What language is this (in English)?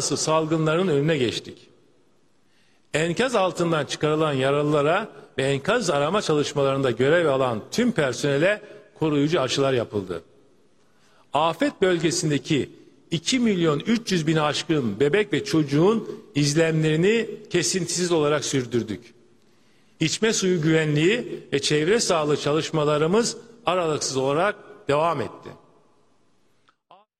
Turkish